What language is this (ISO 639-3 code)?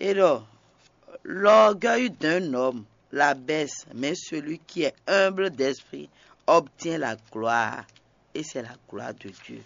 fon